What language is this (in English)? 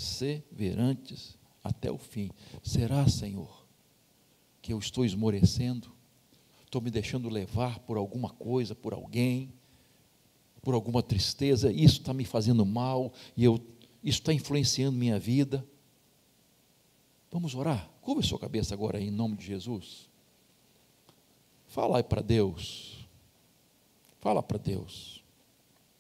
Portuguese